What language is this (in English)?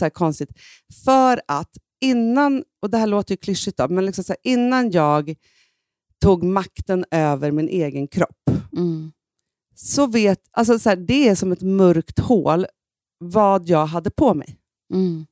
Swedish